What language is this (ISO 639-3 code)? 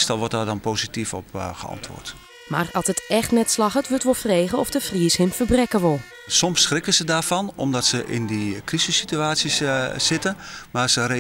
fry